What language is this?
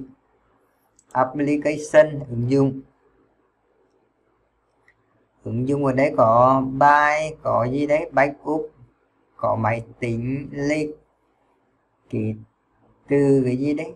Vietnamese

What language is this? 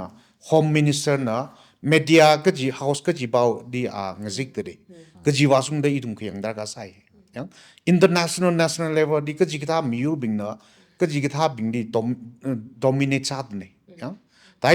Tangkhul Naga (India)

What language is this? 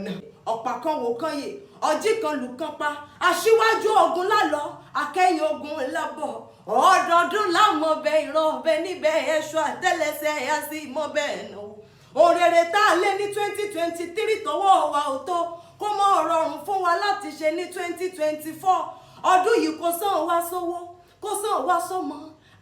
Yoruba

